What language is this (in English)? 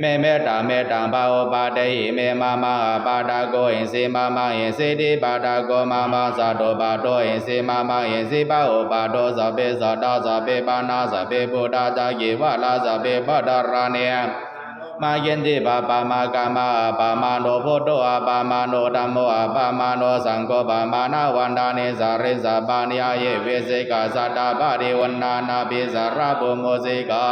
Pali